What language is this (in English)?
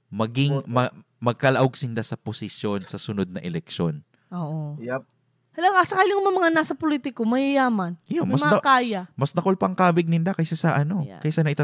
Bikol